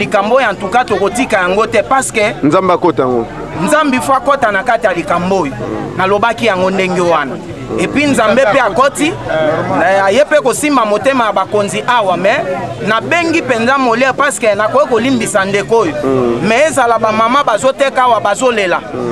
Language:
Lingala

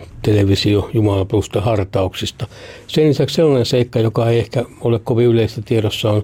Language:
Finnish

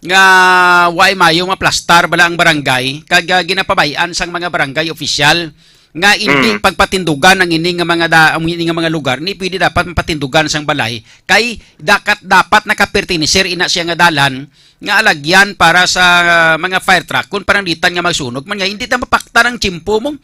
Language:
Hiligaynon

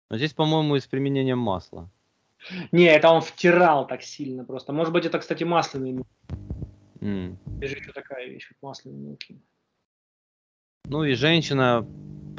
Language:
Russian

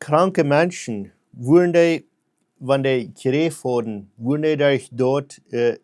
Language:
Plautdietsch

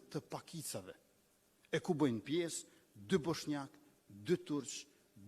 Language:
Albanian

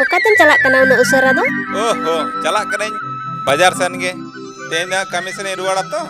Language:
Santali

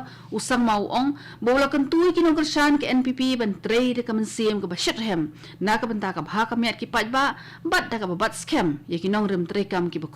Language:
Khasi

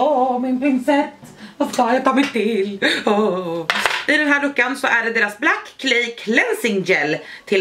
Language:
Swedish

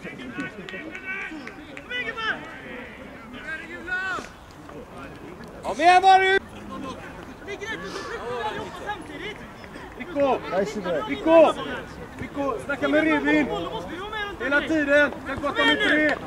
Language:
Swedish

